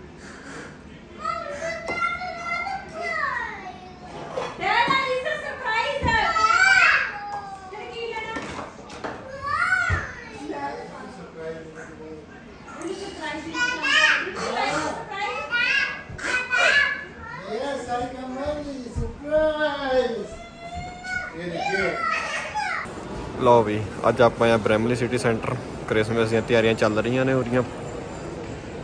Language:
Punjabi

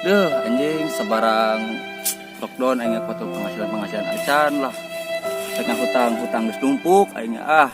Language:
Sundanese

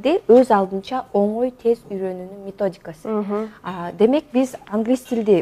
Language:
Kyrgyz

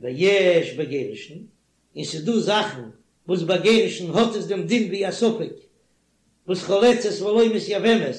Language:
Yiddish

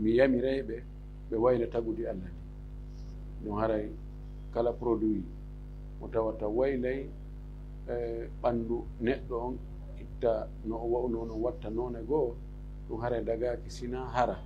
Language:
Fula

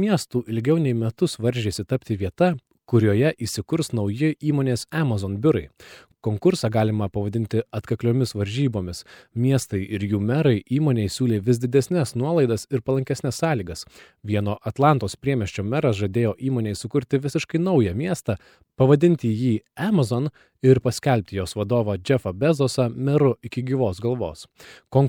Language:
Lithuanian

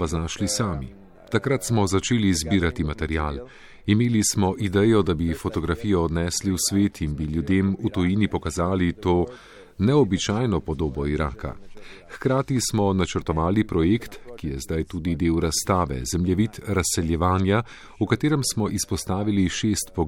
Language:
Slovenian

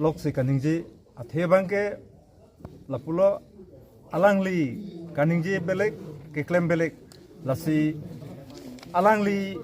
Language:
Karbi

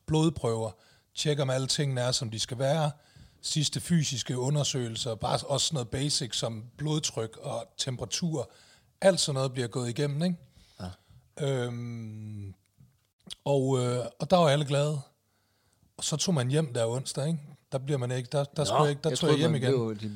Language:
Danish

